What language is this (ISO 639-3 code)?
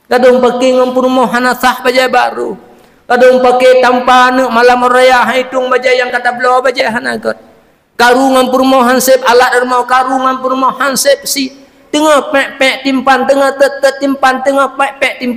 ace